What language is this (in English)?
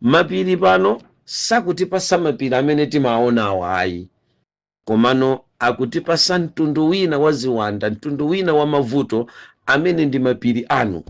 Nyanja